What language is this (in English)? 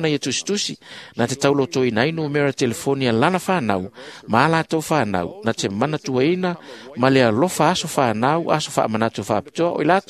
Samoan